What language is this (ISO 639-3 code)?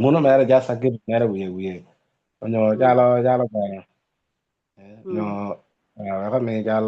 ach